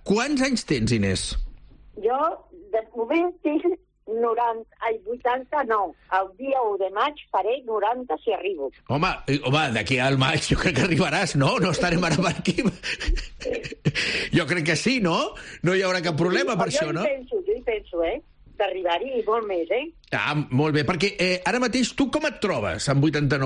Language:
Catalan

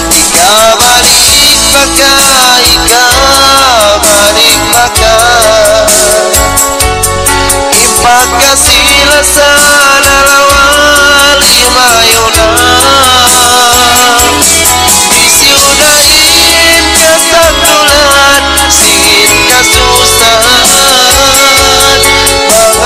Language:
Tausug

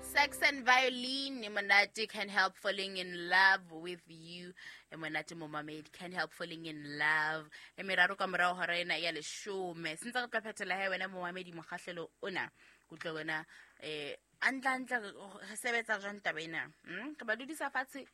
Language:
Southern Sotho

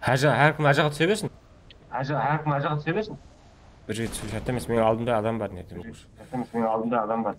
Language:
Kara-Kalpak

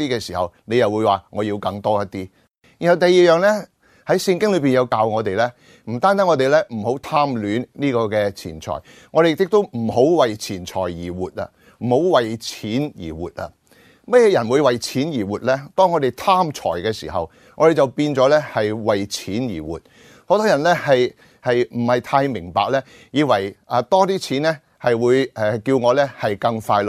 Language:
Cantonese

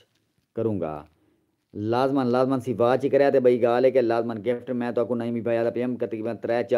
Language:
Saraiki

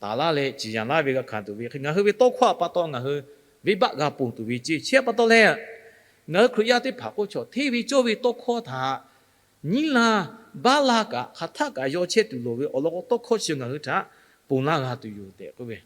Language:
Lahu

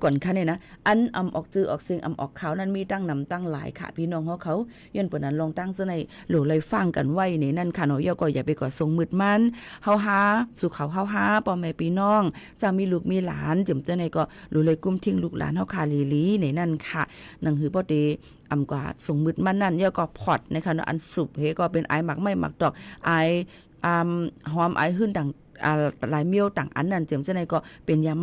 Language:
Shan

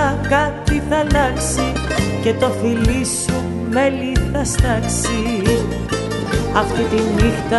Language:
Greek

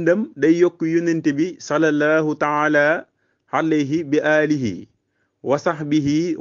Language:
Wolof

